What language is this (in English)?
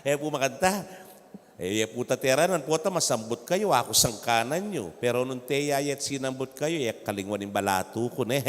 Pampanga